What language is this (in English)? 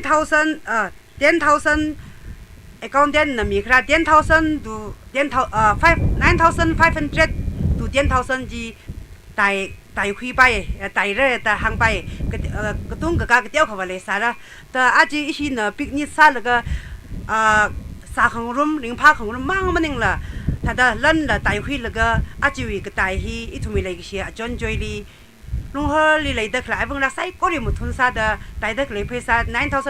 Tangkhul Naga (India)